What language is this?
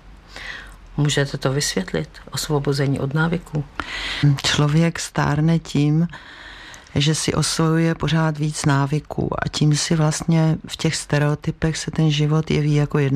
Czech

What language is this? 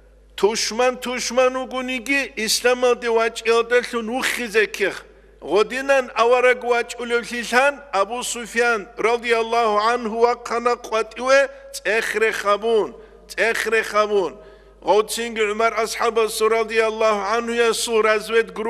Avaric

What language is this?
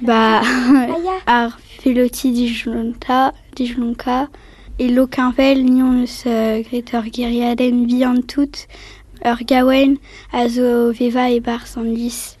Breton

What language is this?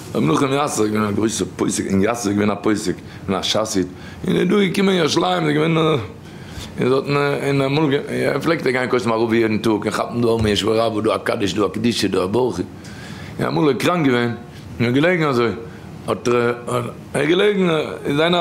Yiddish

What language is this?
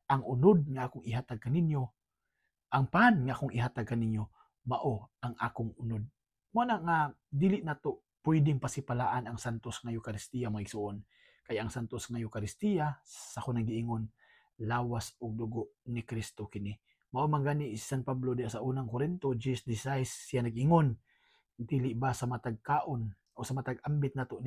Cebuano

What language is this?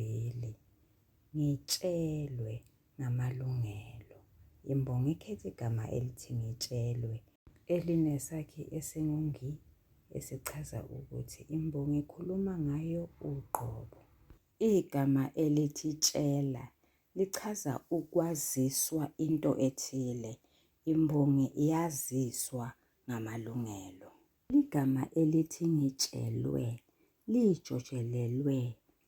Zulu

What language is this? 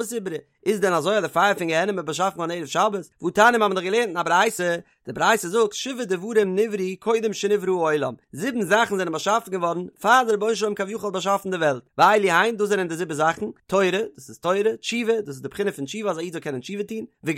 Yiddish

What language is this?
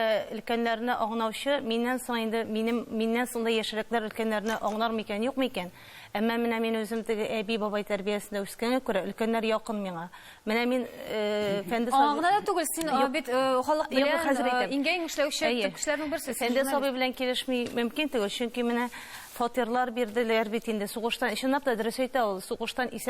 Tatar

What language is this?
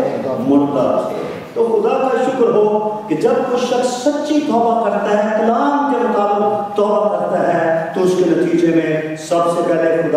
Urdu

